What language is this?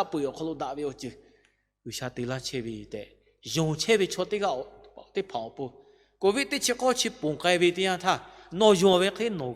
Lahu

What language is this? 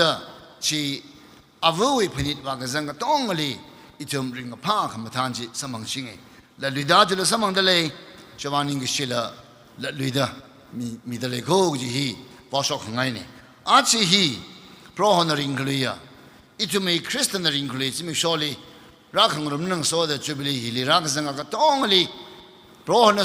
Tangkhul Naga (India)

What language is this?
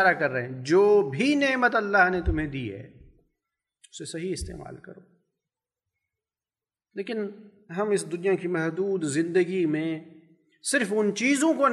Urdu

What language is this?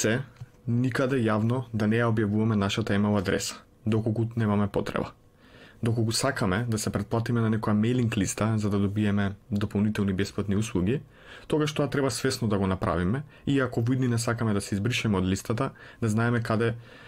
Macedonian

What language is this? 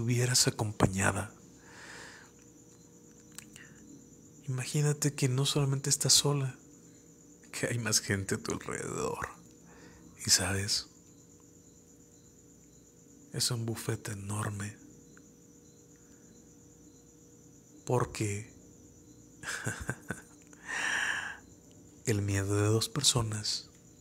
Spanish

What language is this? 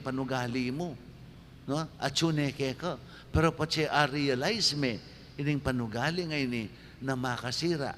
Pampanga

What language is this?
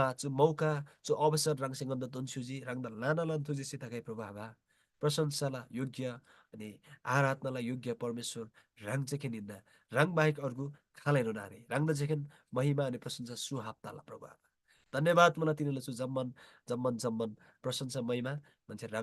Eastern Tamang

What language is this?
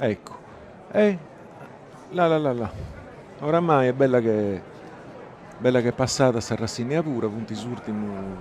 Sardinian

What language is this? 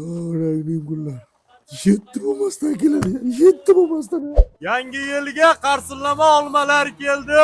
Uzbek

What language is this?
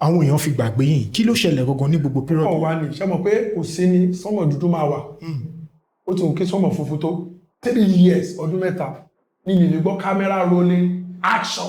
Yoruba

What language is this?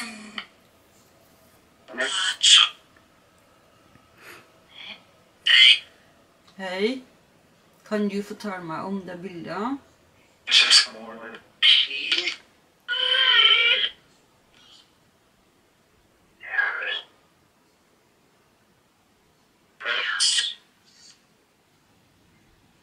Norwegian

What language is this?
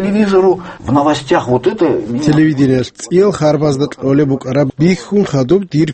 Avaric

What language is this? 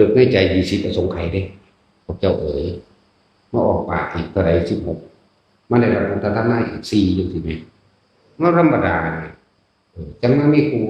Northeastern Thai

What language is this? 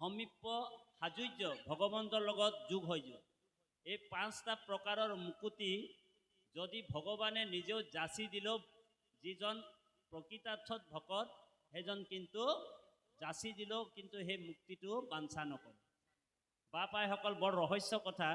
Assamese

